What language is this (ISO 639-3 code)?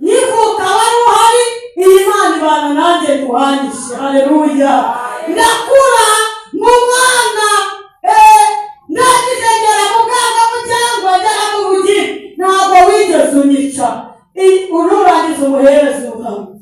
kin